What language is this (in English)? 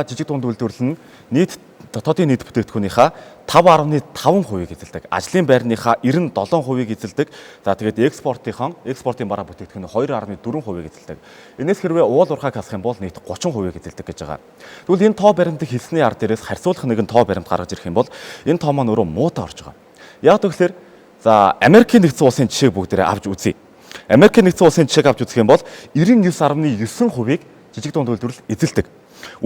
Mongolian